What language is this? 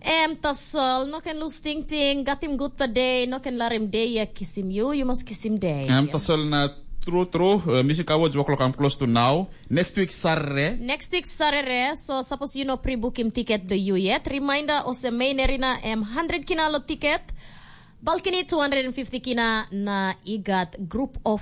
Tok Pisin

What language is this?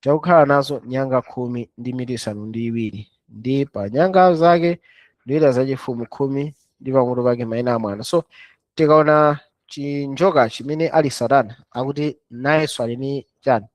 Nyanja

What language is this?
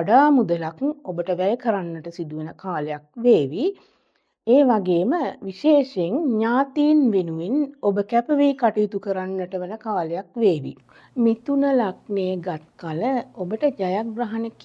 Sinhala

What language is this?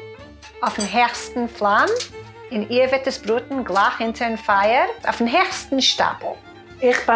Yiddish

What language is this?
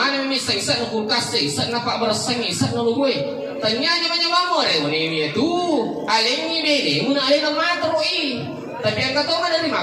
Buginese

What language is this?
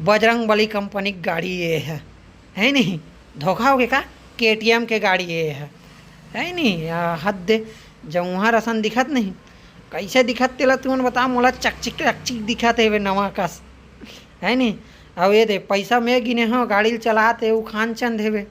Chhattisgarhi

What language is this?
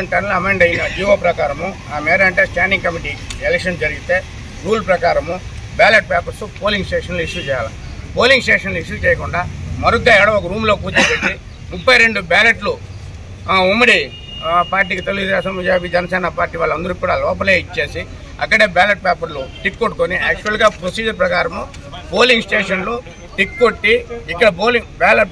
Telugu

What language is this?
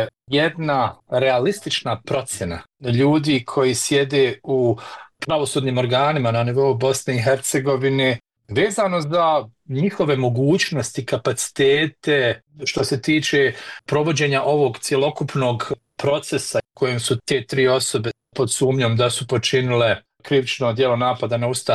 Bosnian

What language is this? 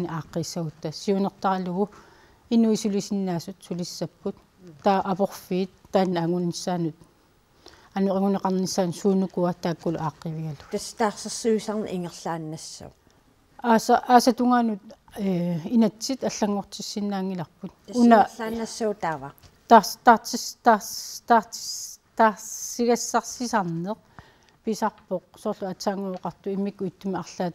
Kalaallisut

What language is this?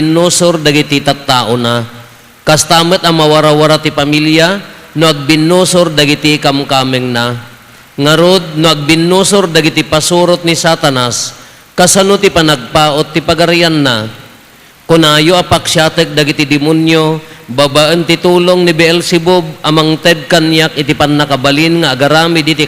Iloko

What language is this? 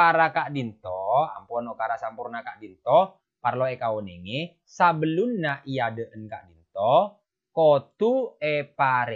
Madurese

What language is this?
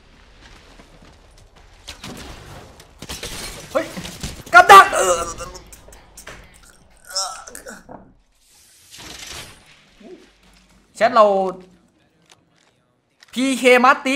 Thai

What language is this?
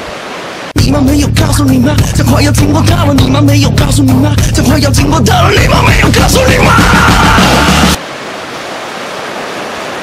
Chinese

